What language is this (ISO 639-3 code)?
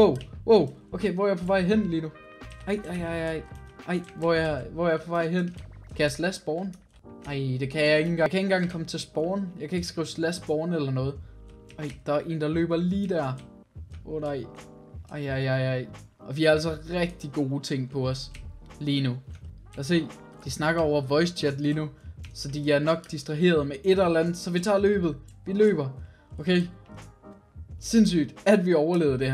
dan